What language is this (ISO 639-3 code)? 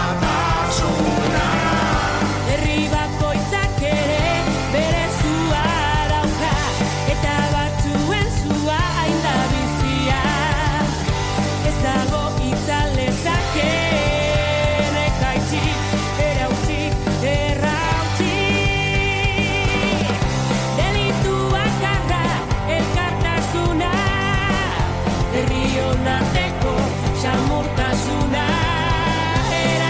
eus